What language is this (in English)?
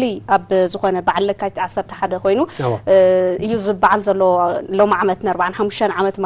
Tigrinya